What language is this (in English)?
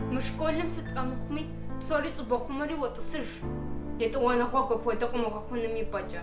Kabardian